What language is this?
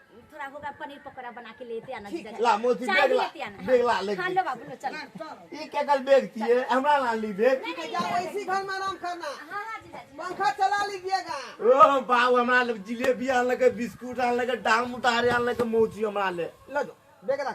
Maithili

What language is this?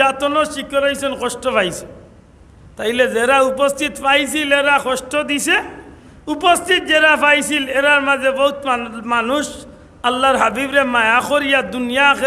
Sylheti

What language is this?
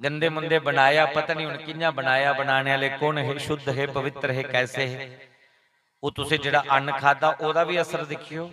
Dogri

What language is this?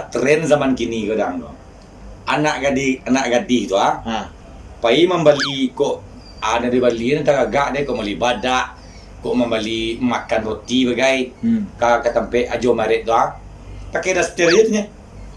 Minangkabau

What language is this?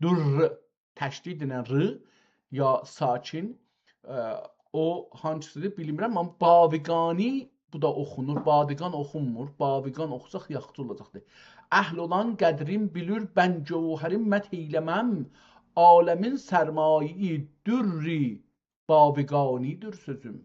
South Azerbaijani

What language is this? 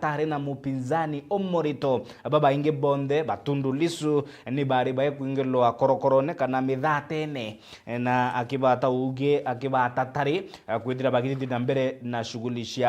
Meru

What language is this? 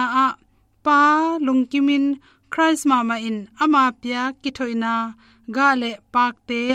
Tedim Chin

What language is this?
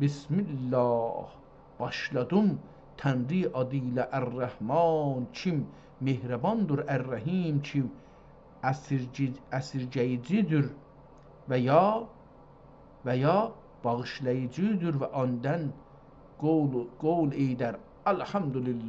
South Azerbaijani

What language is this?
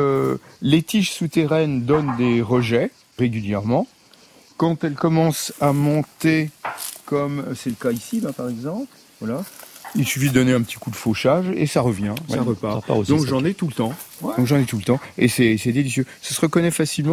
French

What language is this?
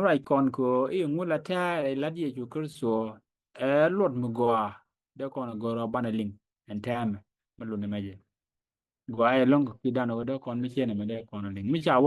Nuer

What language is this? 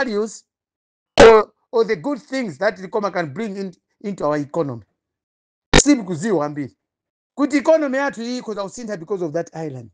Nyanja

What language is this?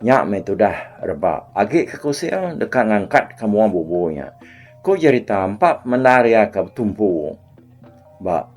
Iban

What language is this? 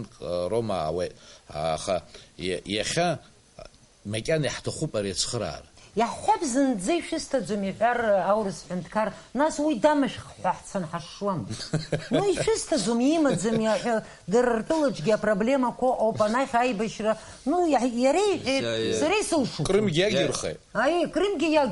Abkhazian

